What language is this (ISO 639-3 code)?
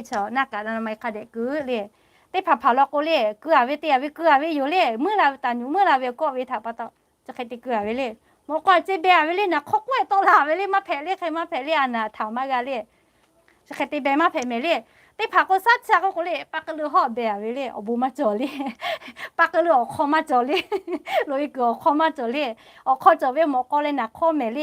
lhu